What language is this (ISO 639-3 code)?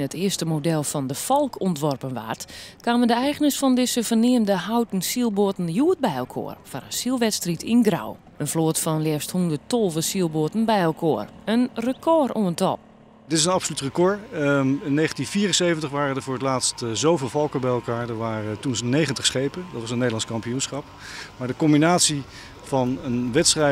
fry